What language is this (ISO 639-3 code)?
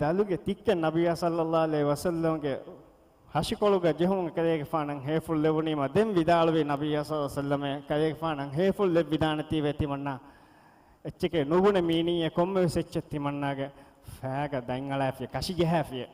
div